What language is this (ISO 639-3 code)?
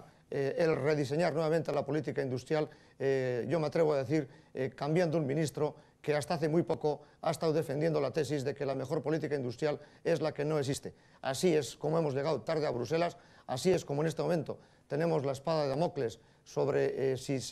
spa